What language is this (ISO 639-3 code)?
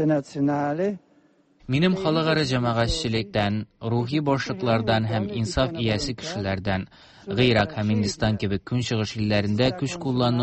tat